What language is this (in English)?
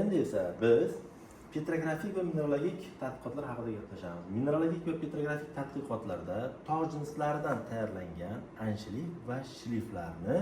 Uzbek